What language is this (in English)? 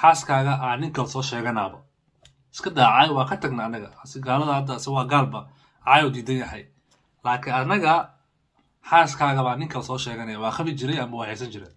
Somali